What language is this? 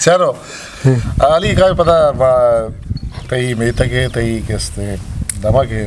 Eastern Balochi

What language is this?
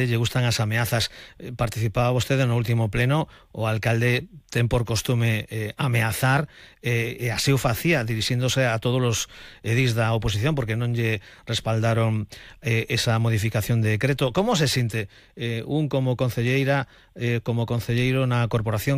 Galician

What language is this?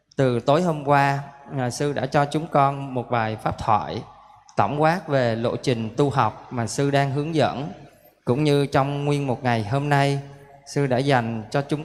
Vietnamese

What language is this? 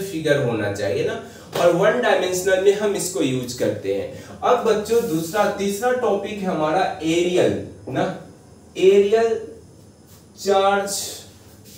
Hindi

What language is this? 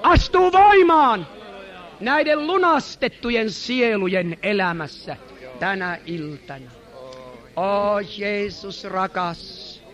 Finnish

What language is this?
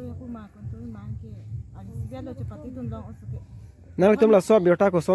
Karbi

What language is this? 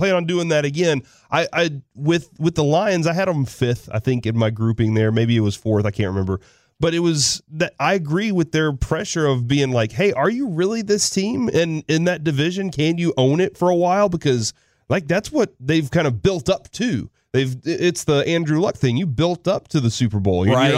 English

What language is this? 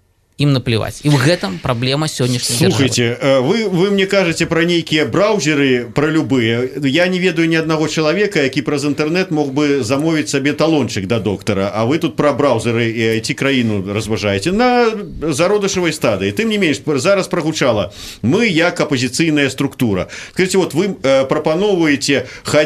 Belarusian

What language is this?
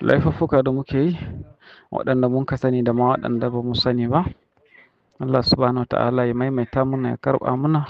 Hausa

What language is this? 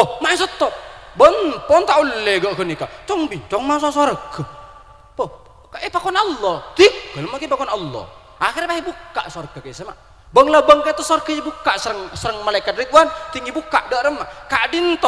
Madurese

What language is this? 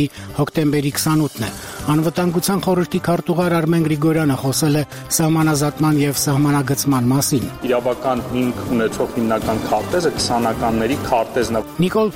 Armenian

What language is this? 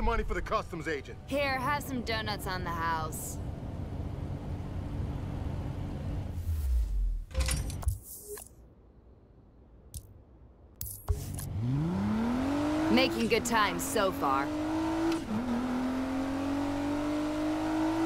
English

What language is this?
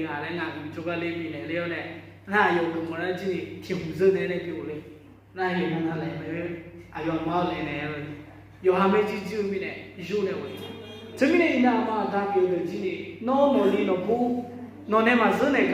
Akha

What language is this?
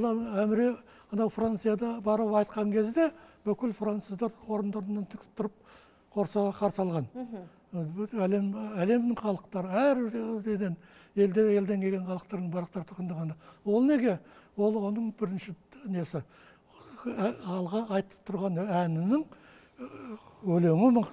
Kazakh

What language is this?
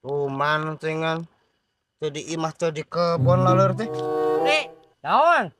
Sundanese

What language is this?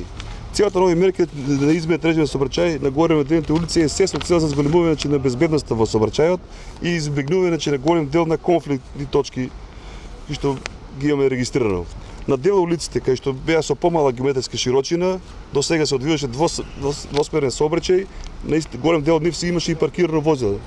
Macedonian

